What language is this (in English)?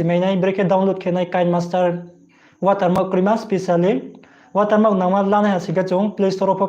Riang (India)